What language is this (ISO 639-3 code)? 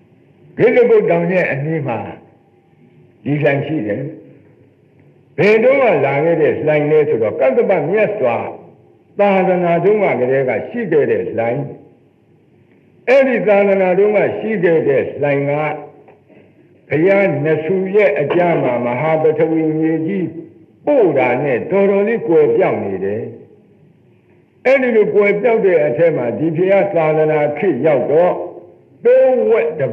mya